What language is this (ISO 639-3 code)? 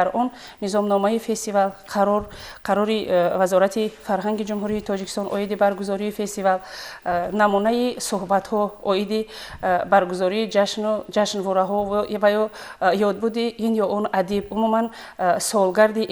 tgk